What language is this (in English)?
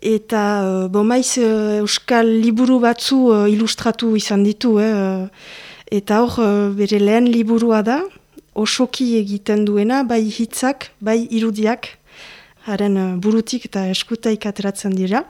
Basque